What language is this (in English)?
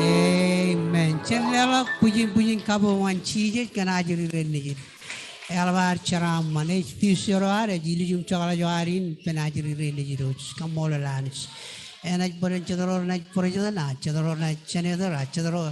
Marshallese